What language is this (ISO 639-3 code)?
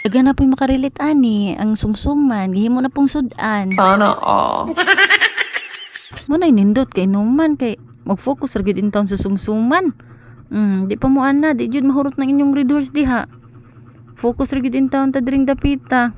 ceb